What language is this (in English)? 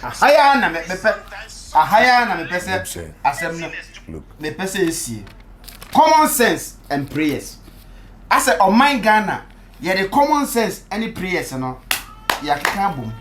Akan